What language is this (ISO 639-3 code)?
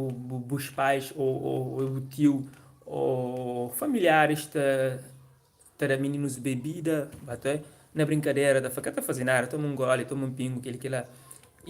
kea